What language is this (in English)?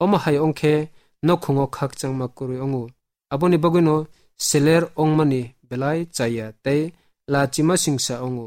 Kok Borok